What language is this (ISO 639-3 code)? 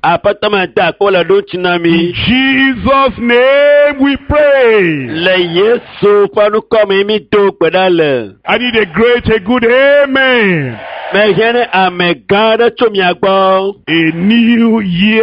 ewe